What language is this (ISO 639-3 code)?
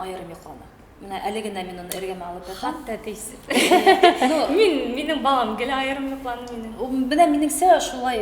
bak